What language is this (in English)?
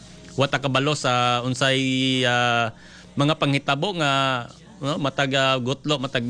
Cebuano